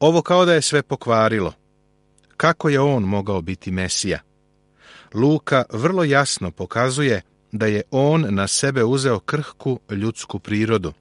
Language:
Serbian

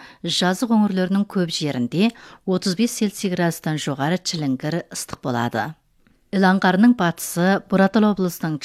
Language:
Kazakh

